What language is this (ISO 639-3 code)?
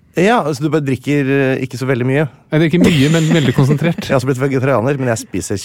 nor